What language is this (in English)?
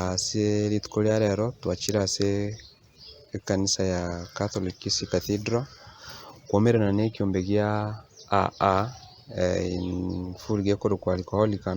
Gusii